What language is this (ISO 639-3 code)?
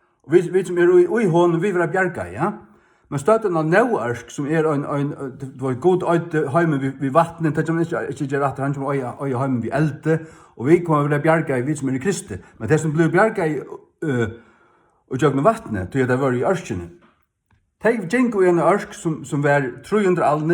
fao